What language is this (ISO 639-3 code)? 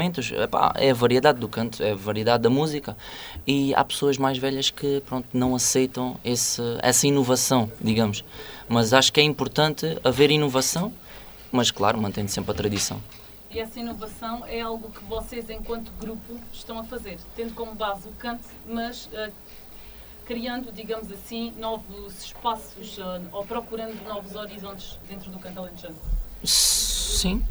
por